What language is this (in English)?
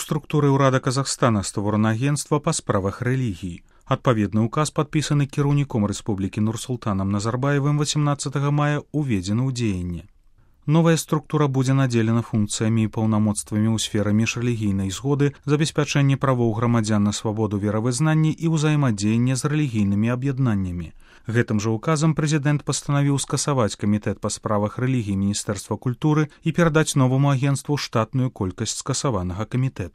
Belarusian